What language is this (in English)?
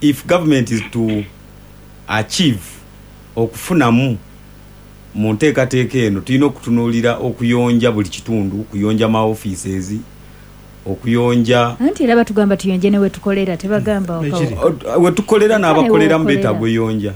Ganda